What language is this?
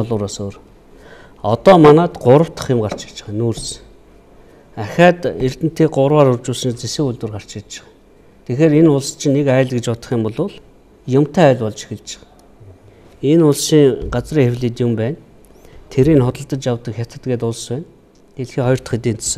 Mongolian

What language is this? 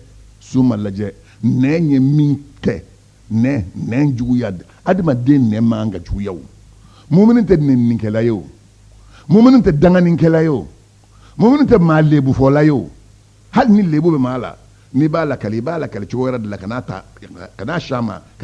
Bambara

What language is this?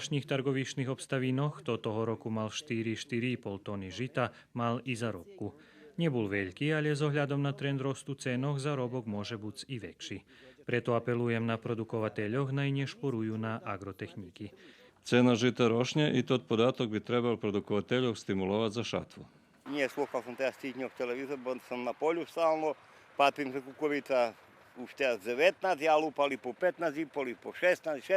Rusyn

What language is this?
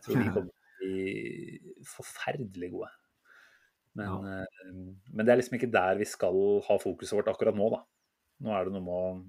Norwegian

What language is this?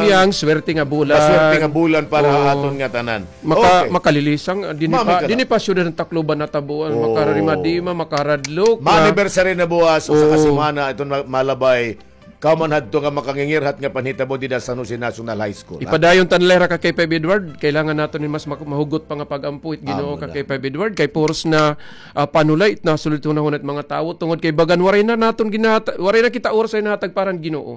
Waray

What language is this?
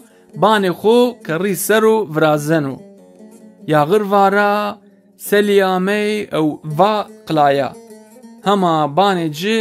Zaza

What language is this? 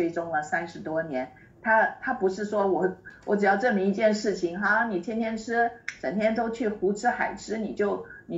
Chinese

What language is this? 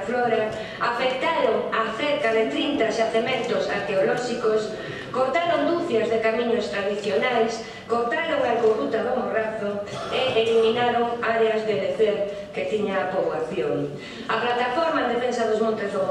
Galician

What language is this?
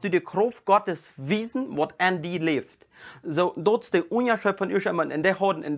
Plautdietsch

